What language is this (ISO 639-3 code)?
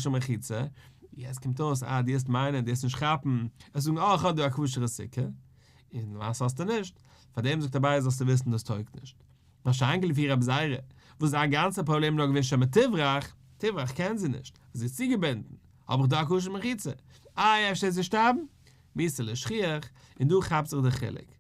yid